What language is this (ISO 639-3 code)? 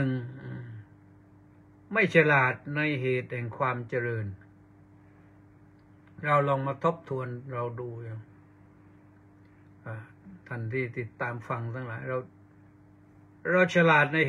tha